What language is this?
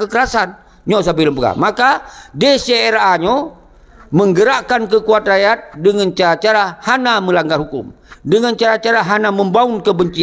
Achinese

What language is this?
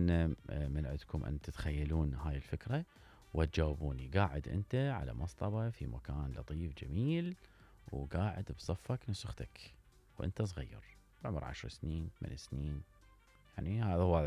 Mesopotamian Arabic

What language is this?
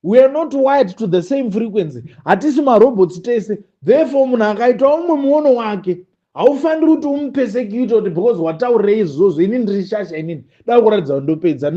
Shona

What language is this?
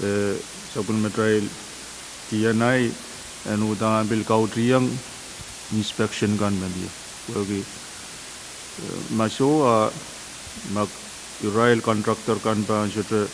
Pohnpeian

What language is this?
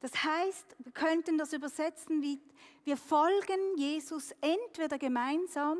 Swiss German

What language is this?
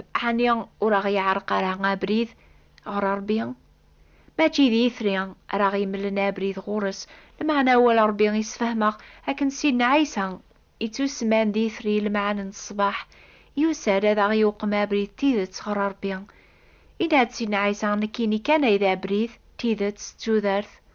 Kabyle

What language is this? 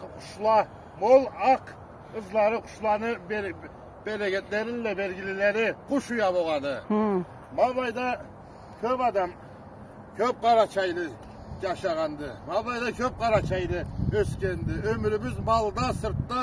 Karachay-Balkar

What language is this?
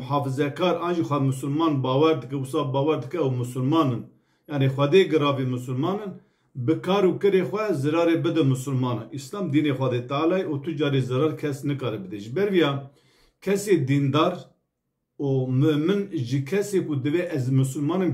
Kurdish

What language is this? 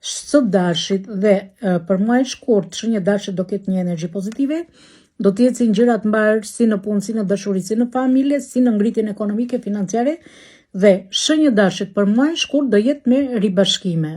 Albanian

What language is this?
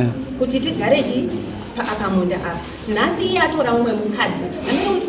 Shona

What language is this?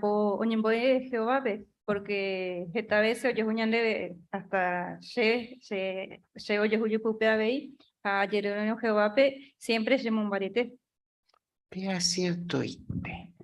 Guarani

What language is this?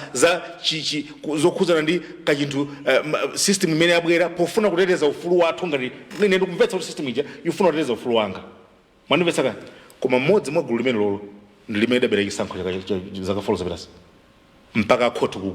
Nyanja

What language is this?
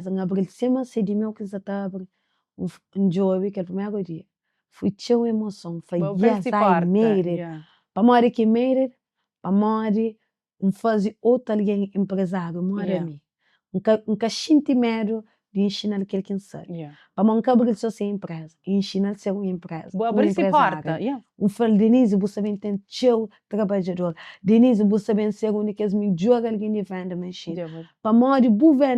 Kabuverdianu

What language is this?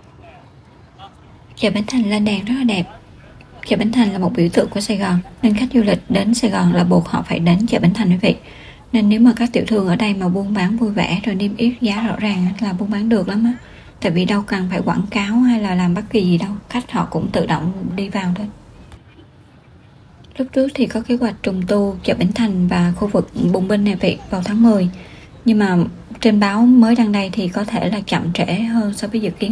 Vietnamese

